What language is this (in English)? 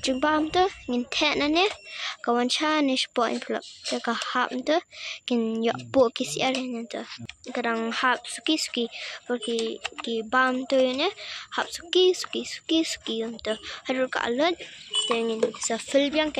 Khasi